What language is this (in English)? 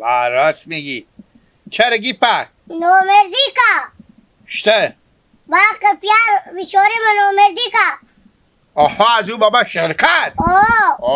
Hazaragi